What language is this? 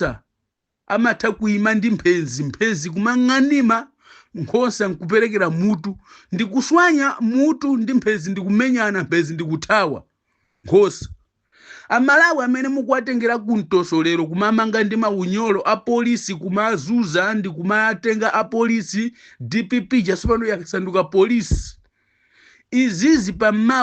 Nyanja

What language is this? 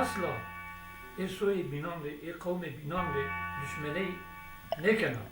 Zaza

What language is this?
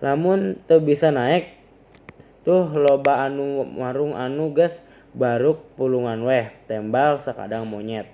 Sundanese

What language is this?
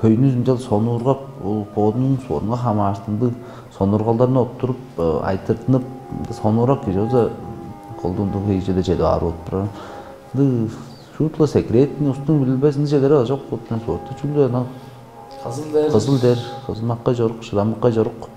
Tuvinian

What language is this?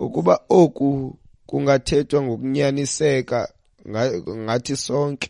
Xhosa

